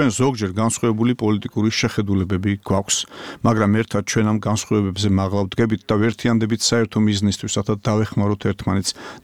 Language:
Georgian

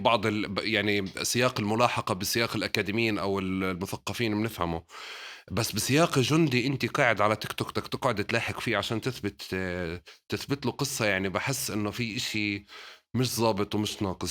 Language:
North Levantine Arabic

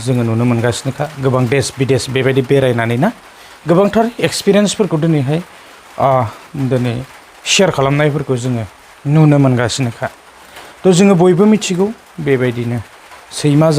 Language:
Bodo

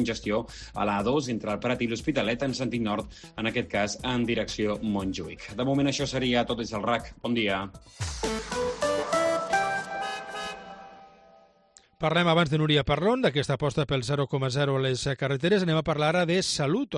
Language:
Catalan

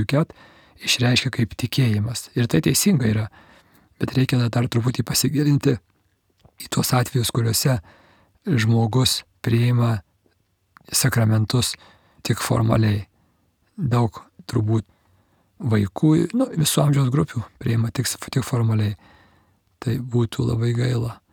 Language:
Lithuanian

